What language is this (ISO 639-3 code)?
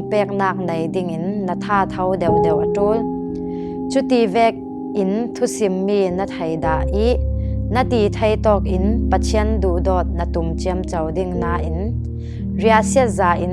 cfm